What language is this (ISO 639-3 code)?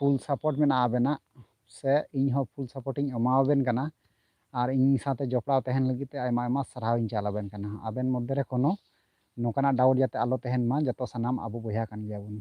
sat